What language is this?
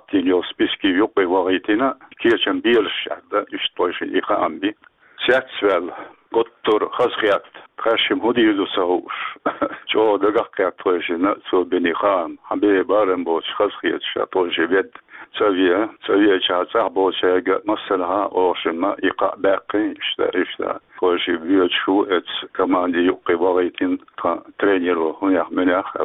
Chechen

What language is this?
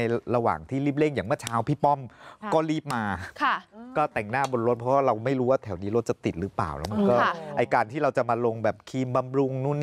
Thai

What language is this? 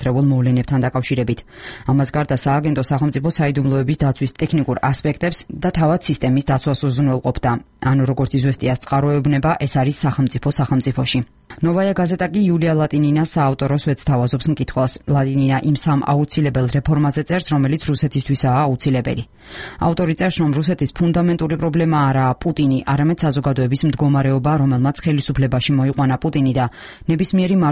Georgian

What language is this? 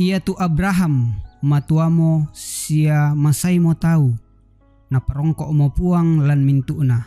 Toraja-Sa'dan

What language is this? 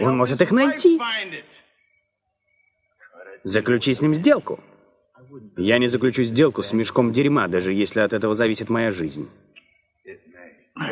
Russian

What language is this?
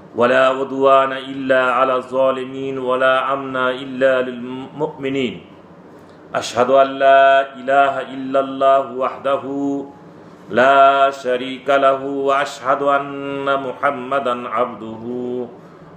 Bangla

